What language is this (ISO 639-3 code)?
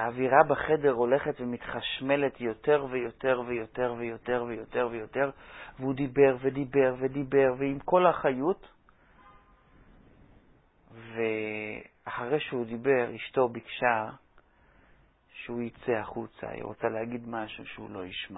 heb